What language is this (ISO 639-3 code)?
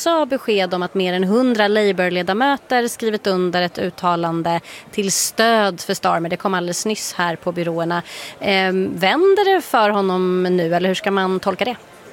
swe